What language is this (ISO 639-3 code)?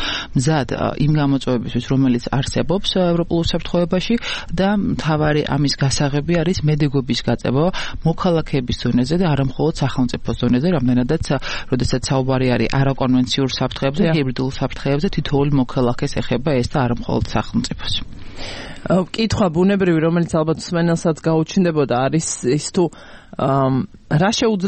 kat